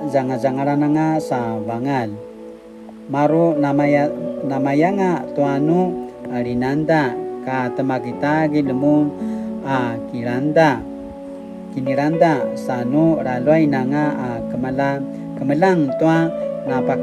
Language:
Paiwan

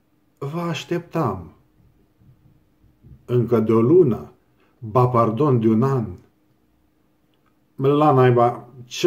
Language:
Romanian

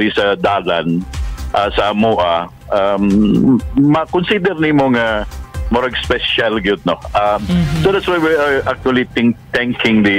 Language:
Cebuano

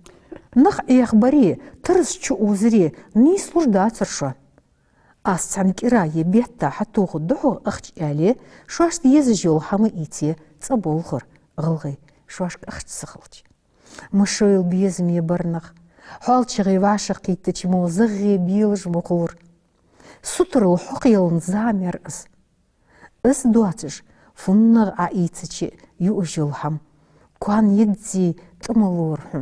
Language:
Ingush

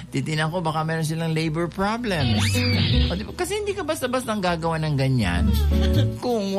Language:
Filipino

